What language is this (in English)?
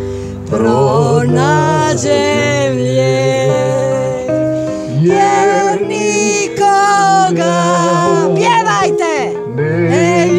Croatian